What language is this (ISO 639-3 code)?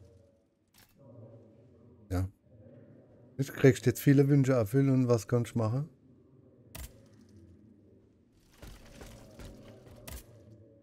deu